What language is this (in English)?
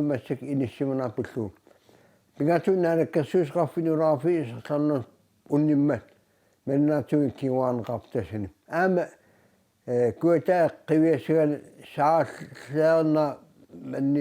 Kalaallisut